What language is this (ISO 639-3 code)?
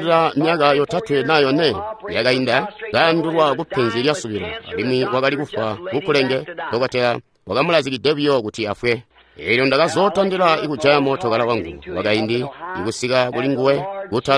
toi